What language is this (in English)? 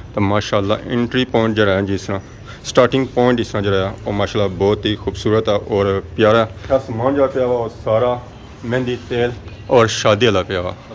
Pahari-Potwari